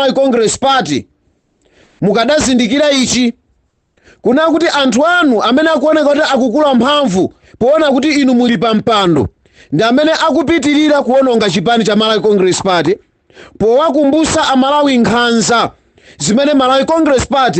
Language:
Nyanja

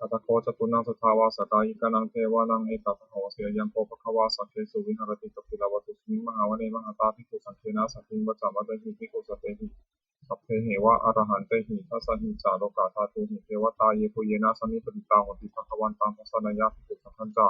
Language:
Pali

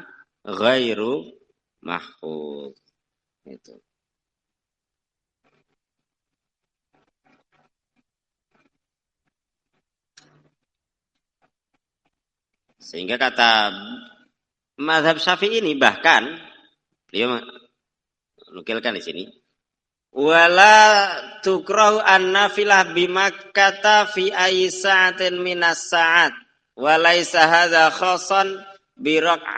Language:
Indonesian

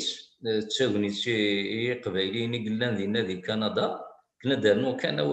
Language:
Kabyle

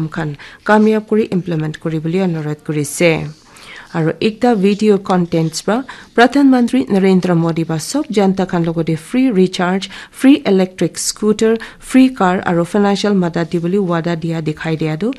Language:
Naga Pidgin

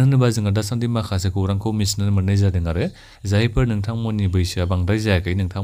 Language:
Bodo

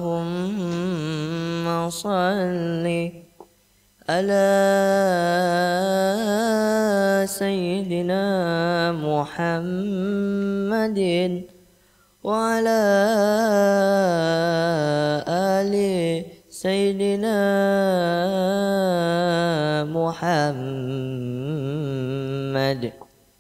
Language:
Indonesian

